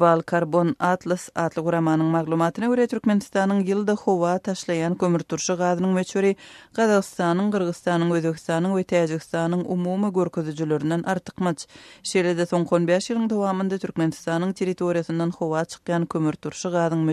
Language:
Turkmen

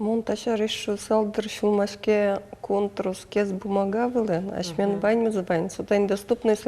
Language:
Udmurt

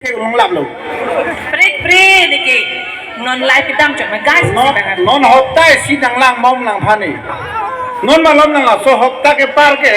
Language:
Karbi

